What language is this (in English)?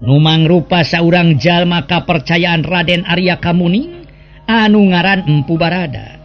Sundanese